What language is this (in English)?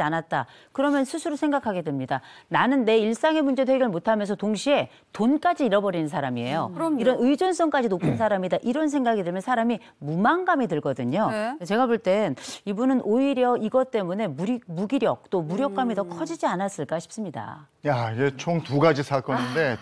Korean